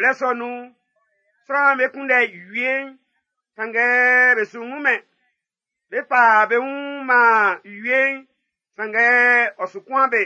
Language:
Baoulé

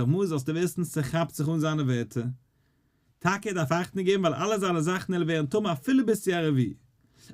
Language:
Yiddish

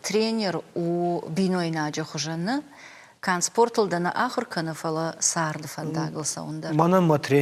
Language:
Ossetic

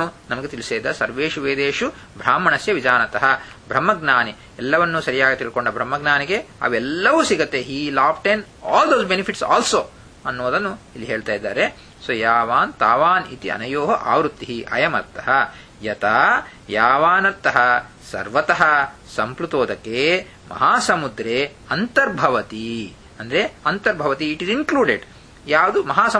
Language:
Kannada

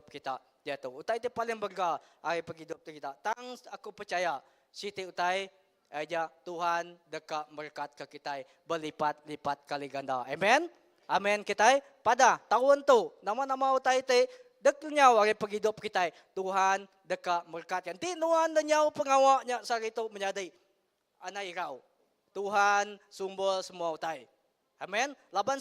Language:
Iban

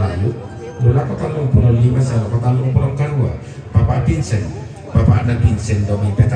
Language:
Toraja-Sa'dan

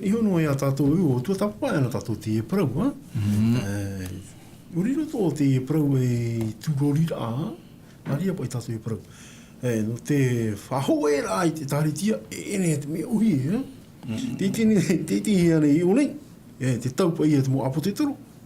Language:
Tahitian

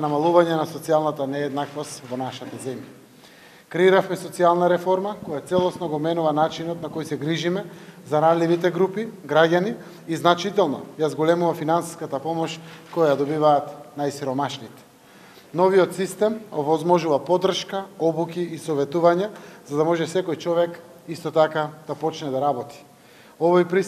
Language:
Macedonian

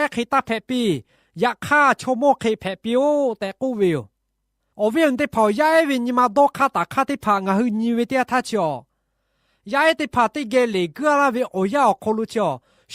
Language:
Lahu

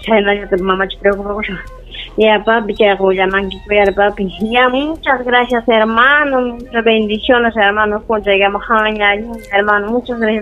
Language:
Ayacucho Quechua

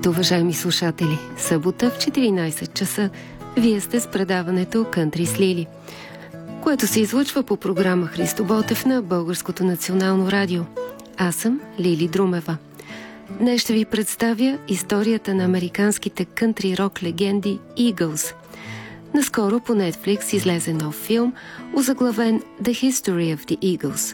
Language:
Bulgarian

